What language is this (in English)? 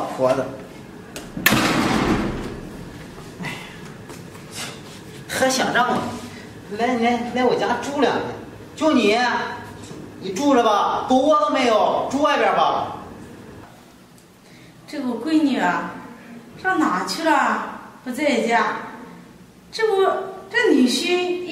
Chinese